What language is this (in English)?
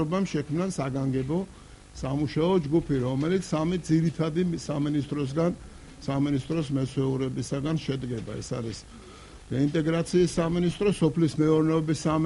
Georgian